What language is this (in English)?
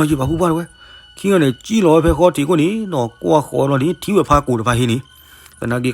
S'gaw Karen